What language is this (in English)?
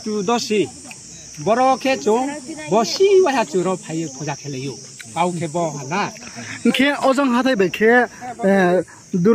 Riang (India)